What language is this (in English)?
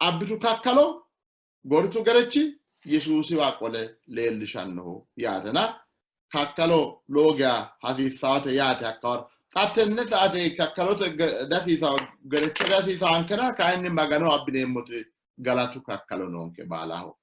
Sidamo